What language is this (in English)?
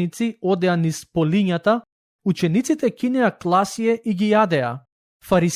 Macedonian